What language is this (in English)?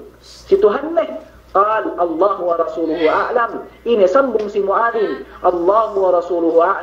Yakan